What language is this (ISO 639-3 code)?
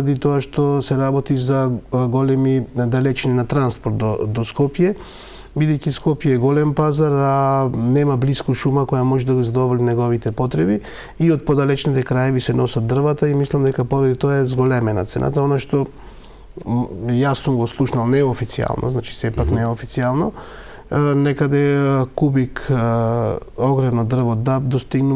mkd